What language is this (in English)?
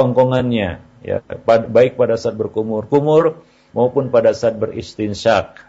Indonesian